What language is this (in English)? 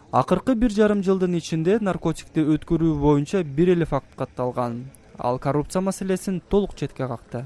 Kyrgyz